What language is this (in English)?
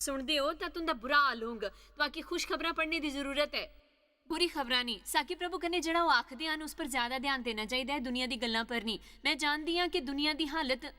Dogri